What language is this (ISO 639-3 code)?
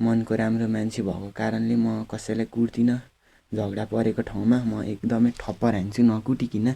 nep